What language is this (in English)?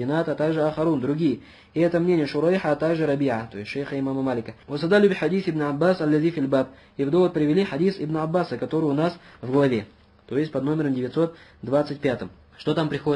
Russian